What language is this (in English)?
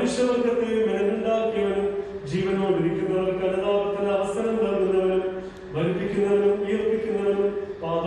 Malayalam